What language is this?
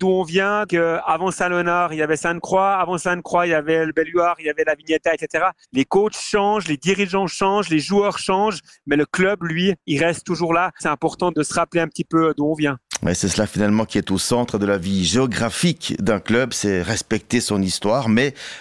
French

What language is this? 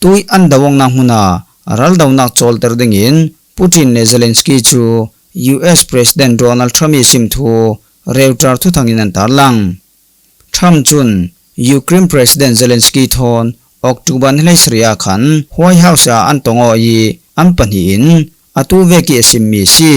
Falam Chin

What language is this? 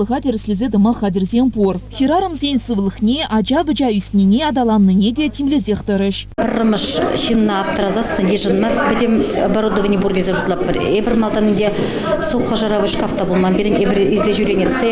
Chuvash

